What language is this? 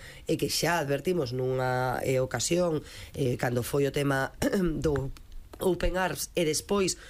Galician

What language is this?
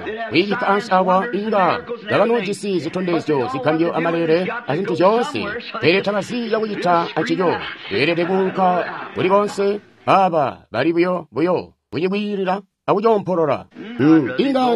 Tonga (Zambia)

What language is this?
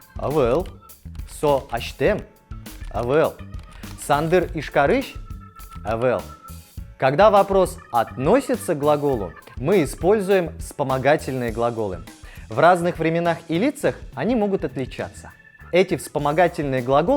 Udmurt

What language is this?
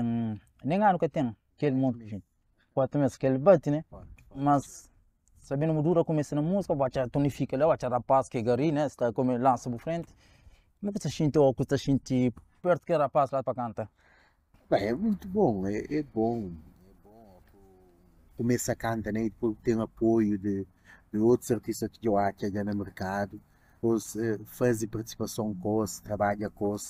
Kabuverdianu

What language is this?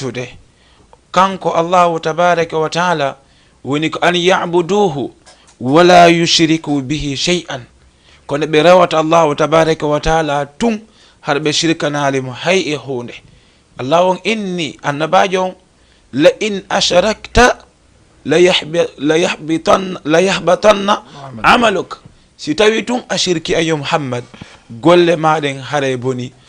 Fula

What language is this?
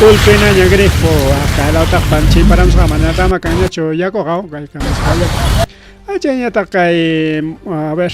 Ayacucho Quechua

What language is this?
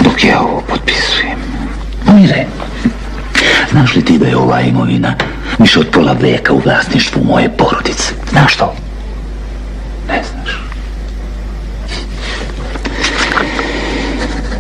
Serbian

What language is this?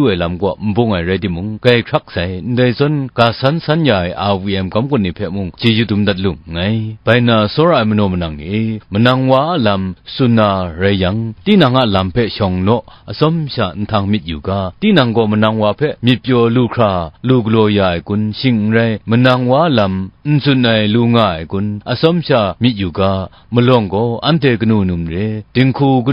Kachin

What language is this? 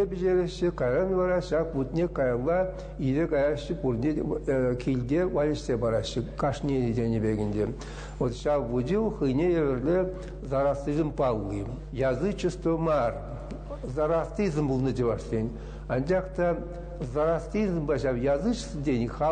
Chuvash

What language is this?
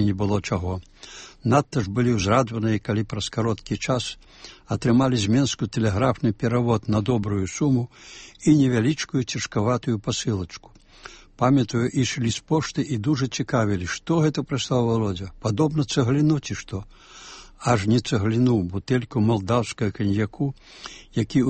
Belarusian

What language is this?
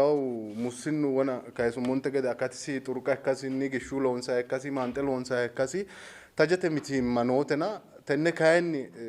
Sidamo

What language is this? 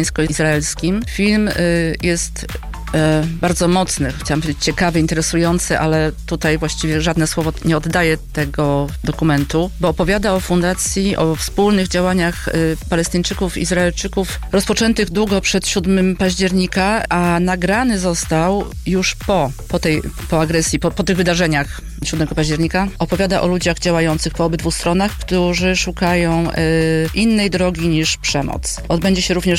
Polish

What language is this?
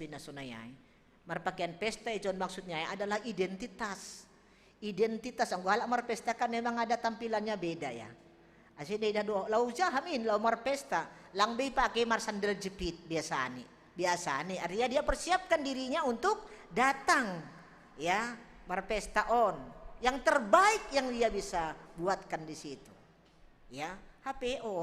Batak Simalungun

